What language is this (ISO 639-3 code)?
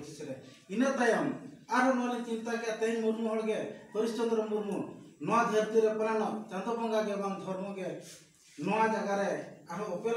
sat